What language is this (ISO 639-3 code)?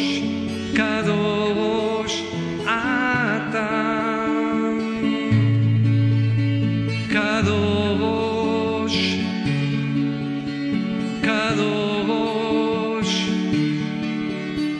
heb